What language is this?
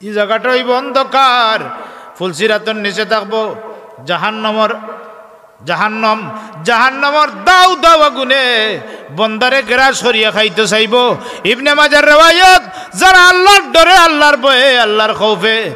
Sylheti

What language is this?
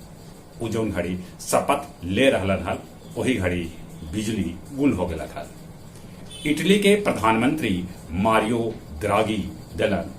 Magahi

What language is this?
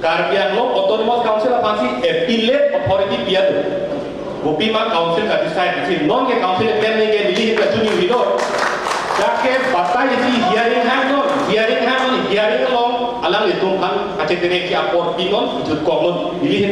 Karbi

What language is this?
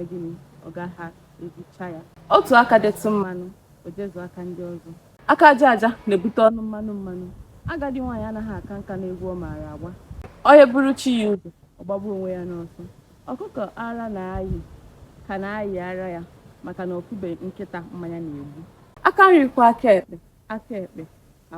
Igbo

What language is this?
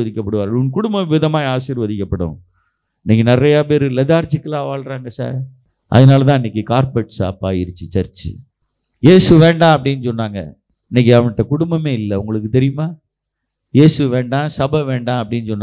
Tamil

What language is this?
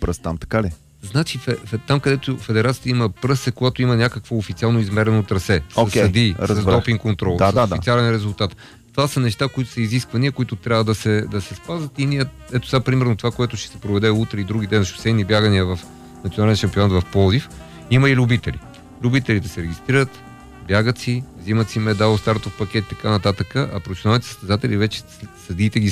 Bulgarian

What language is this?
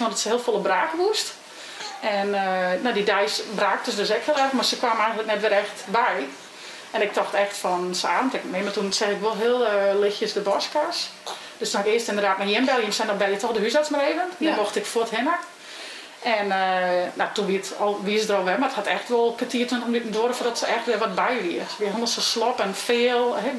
Western Frisian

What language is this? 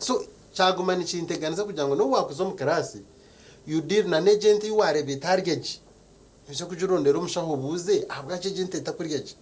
Nyankole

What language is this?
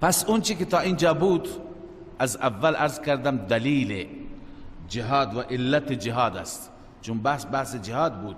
Persian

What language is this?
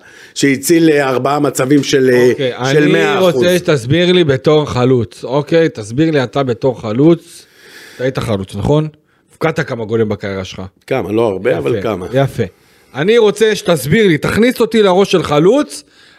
Hebrew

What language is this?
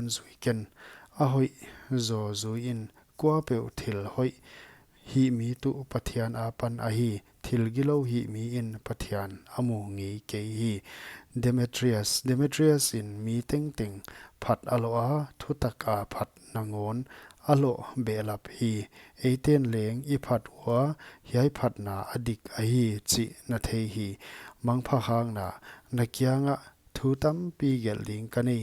Paite Chin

